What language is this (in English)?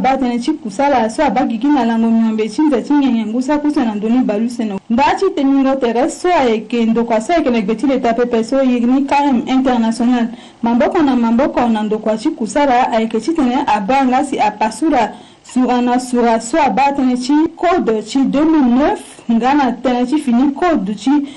Sango